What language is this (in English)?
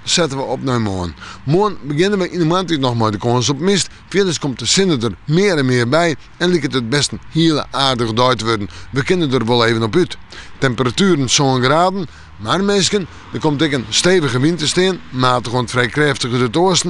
Western Frisian